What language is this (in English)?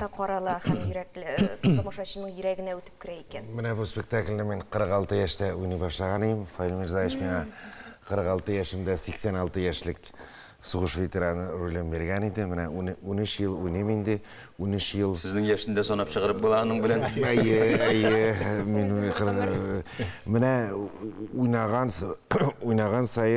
Tatar